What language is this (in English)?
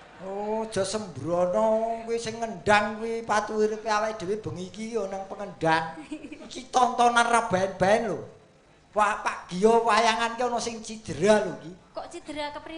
Javanese